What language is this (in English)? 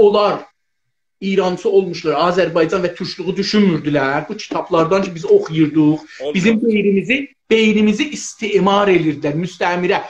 South Azerbaijani